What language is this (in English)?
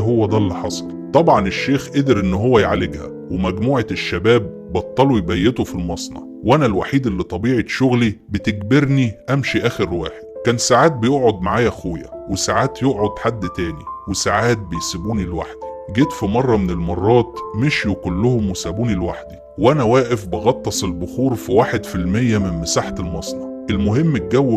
Egyptian Arabic